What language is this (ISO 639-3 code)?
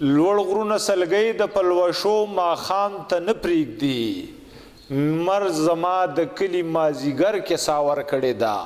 pus